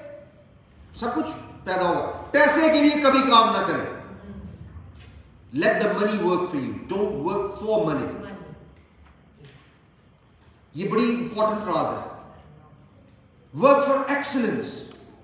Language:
Hindi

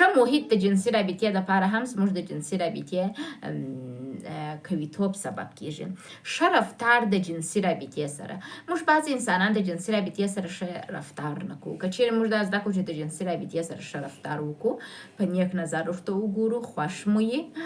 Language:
Pashto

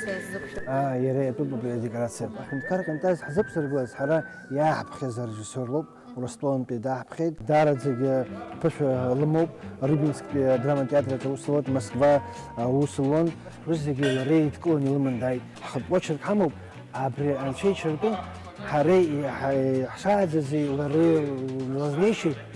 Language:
Abkhazian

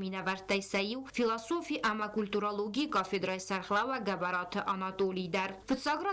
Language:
Ossetic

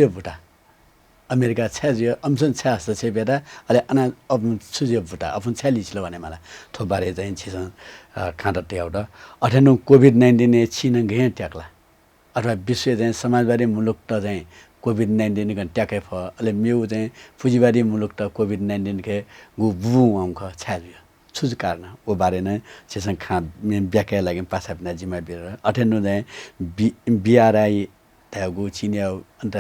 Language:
Newari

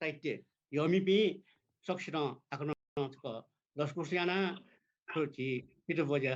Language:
Newari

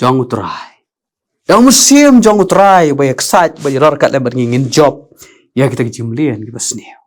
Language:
Khasi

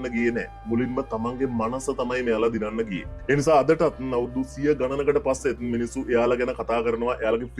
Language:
Sinhala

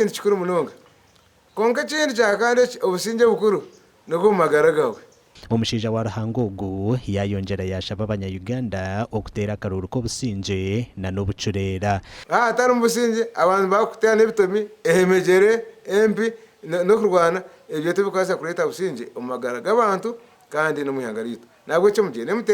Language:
Nyankole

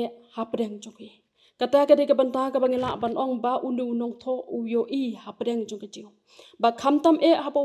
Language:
Khasi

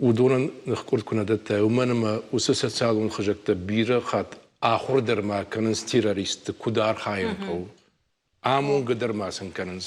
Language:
Ossetic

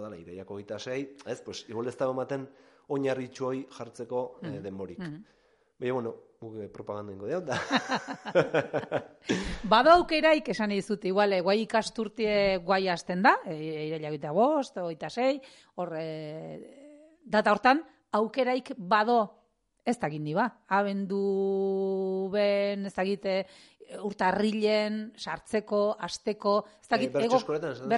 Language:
Basque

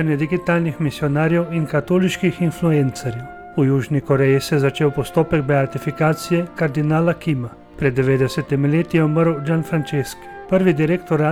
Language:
Slovenian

